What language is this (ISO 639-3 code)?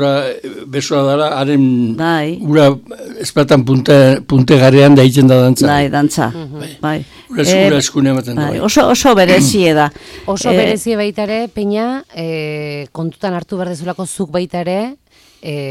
eus